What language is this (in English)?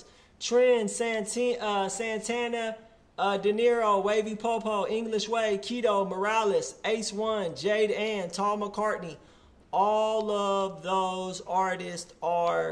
English